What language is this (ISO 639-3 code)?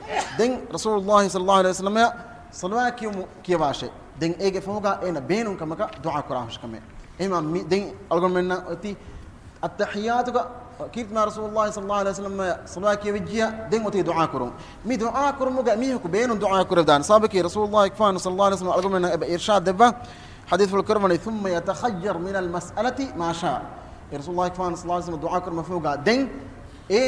div